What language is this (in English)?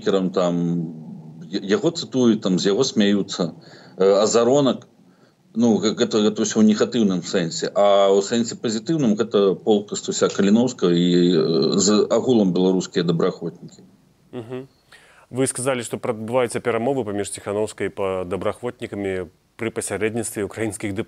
Belarusian